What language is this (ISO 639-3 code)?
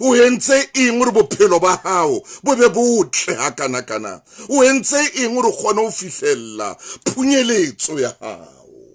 sot